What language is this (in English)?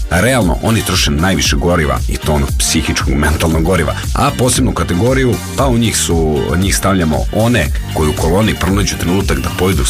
Serbian